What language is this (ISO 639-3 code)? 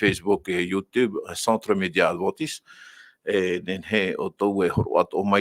tah